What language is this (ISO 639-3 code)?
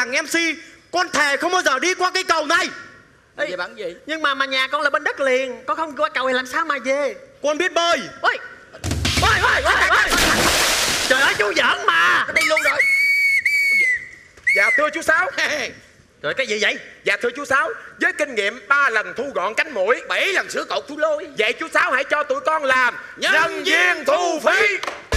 vie